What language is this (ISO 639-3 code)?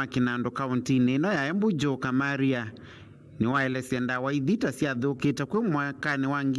kam